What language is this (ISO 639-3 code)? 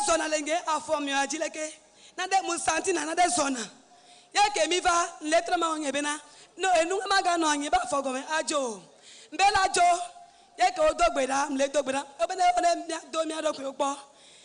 ewe